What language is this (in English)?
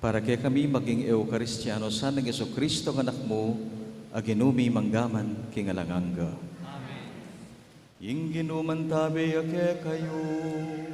Pampanga